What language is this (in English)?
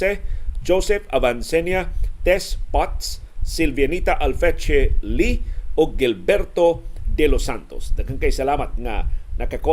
Cebuano